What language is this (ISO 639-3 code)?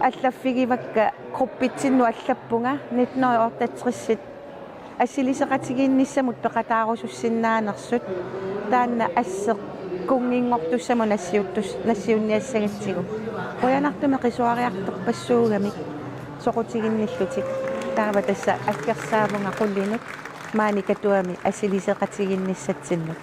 kal